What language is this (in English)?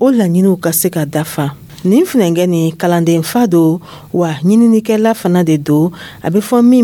Dyula